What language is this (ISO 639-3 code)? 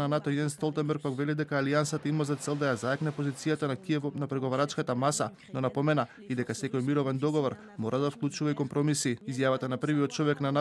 mkd